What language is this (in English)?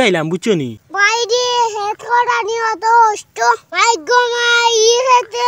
Sylheti